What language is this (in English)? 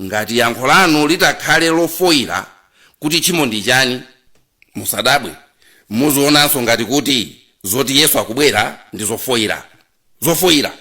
Nyanja